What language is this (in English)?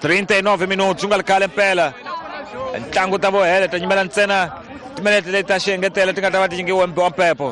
Tsonga